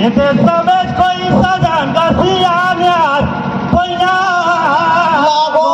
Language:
Surgujia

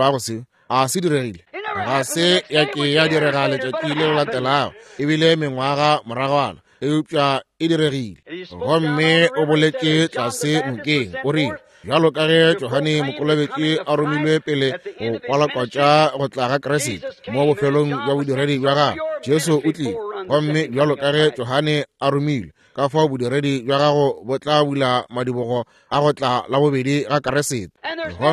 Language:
Northern Sotho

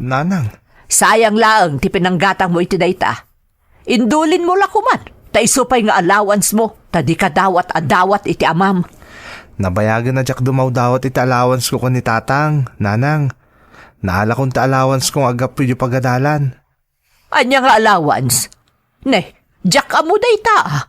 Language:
Iloko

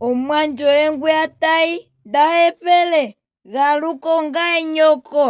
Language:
Ndonga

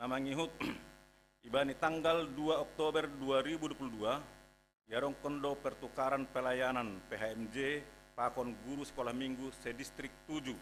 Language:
Batak Simalungun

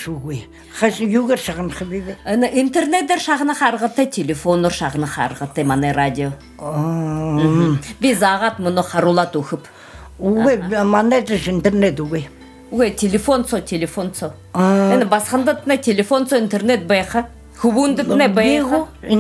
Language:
Buriat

